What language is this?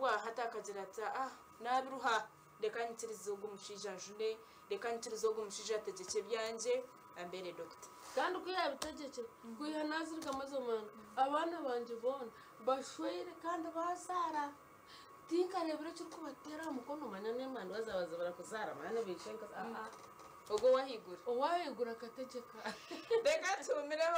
Nyankole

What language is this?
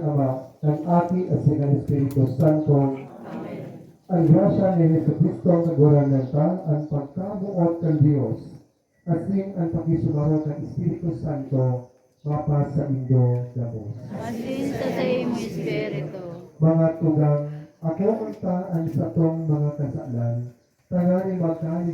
Bikol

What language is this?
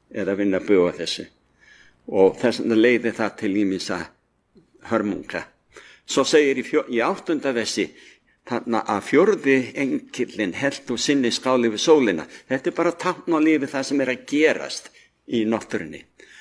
Icelandic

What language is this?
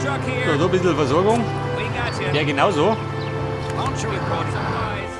Bavarian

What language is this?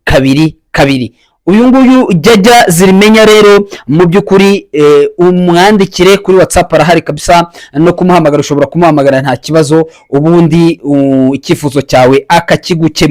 Kinyarwanda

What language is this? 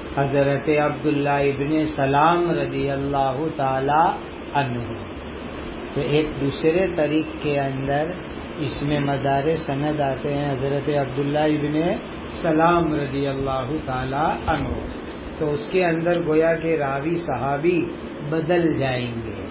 Urdu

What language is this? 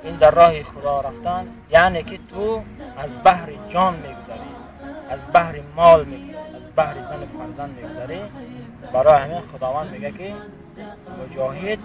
Tajik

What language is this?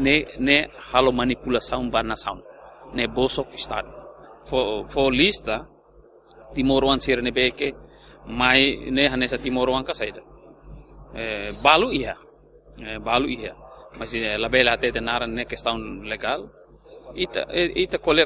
Tetum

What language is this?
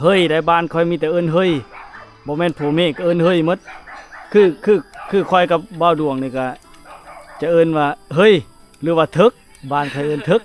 Lao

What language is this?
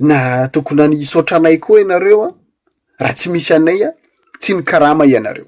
Malagasy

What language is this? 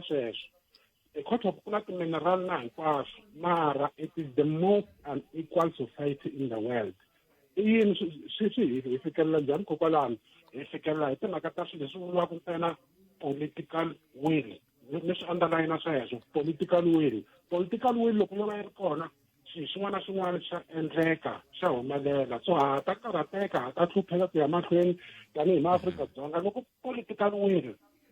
Tsonga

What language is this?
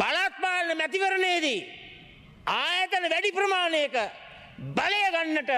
Sinhala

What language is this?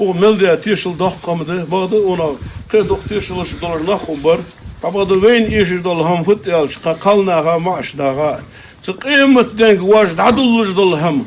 Ingush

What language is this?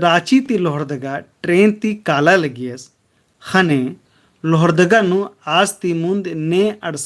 Kurukh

